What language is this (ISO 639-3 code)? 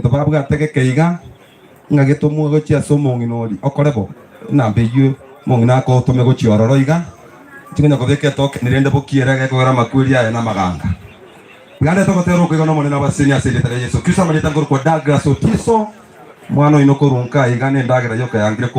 guz